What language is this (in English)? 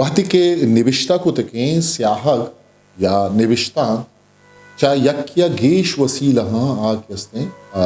Eastern Balochi